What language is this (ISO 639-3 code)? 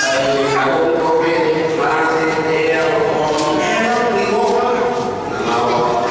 bbc